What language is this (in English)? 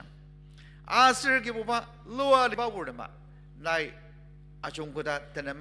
Ao Naga